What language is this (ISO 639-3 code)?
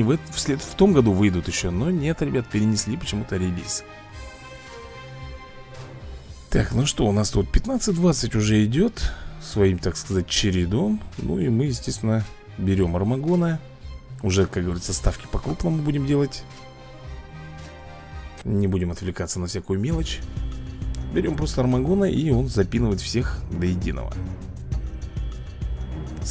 rus